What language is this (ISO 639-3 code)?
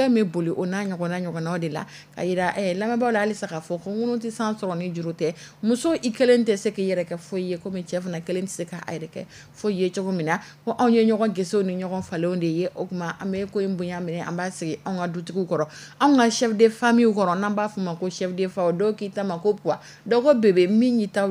dyu